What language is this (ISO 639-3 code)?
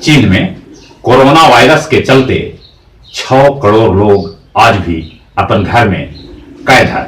mag